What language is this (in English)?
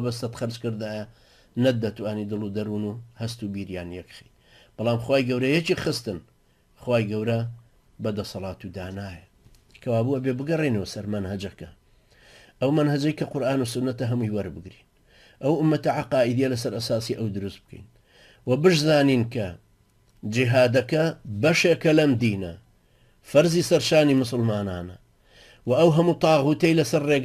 Central Kurdish